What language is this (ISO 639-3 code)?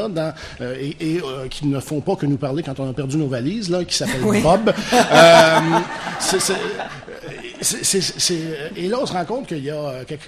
fra